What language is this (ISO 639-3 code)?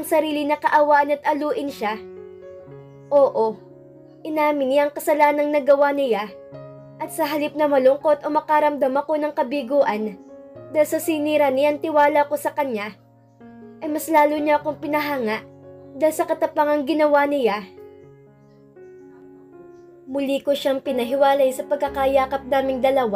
fil